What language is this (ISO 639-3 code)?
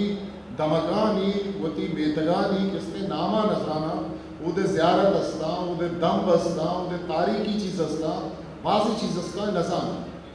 bgp